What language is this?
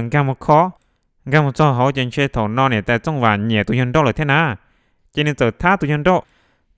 Hmong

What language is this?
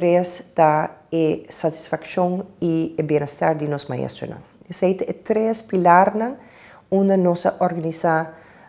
Papiamento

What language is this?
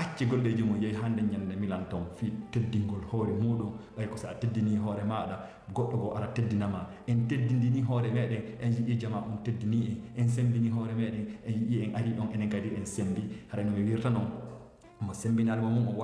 Fula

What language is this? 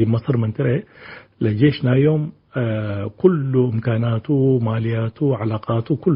Tigre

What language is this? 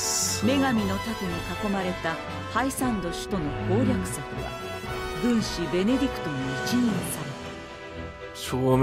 Japanese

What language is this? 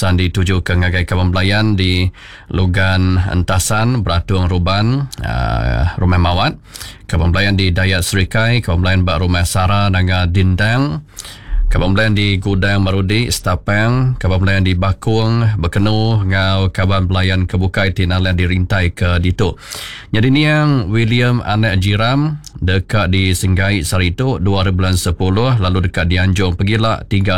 Iban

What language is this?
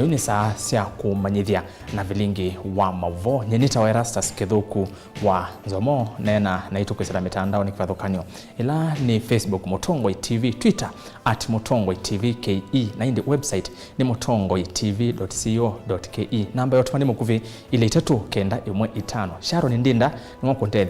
Kamba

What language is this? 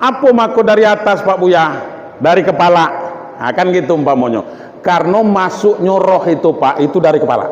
Minangkabau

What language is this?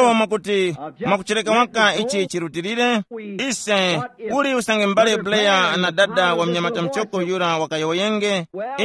Tumbuka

